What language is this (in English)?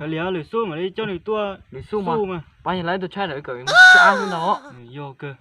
Hmong